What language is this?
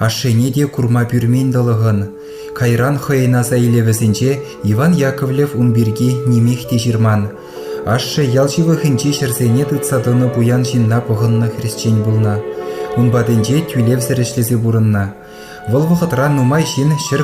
Chuvash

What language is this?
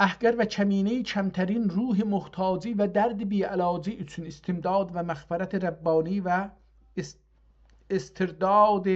South Azerbaijani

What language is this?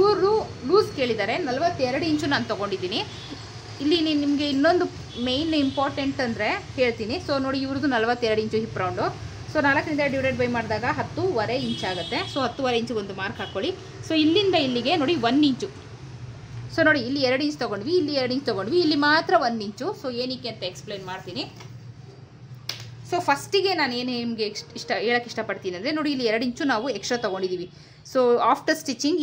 Kannada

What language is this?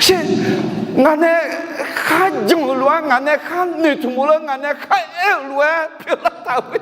Akha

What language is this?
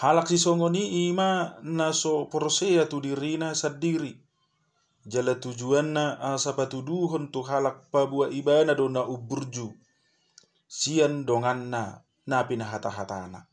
Batak Toba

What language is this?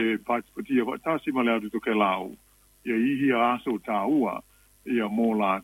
Samoan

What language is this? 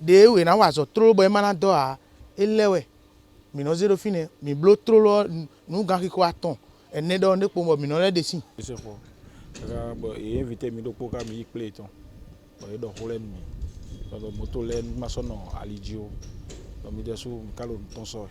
Fon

